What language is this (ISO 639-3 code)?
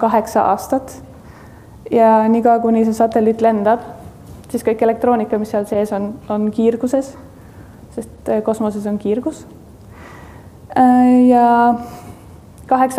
est